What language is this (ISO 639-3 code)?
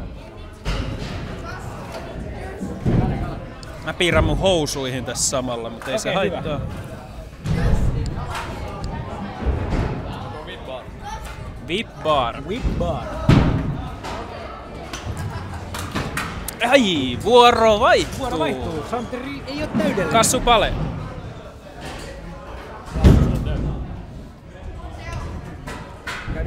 fin